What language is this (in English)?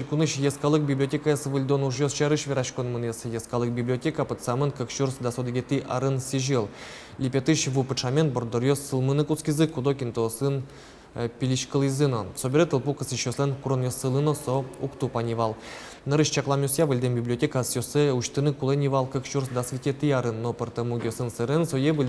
Udmurt